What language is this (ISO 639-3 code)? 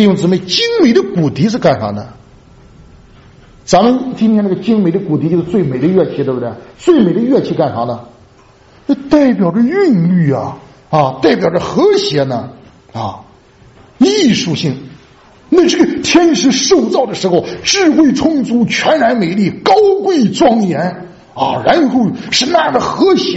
zho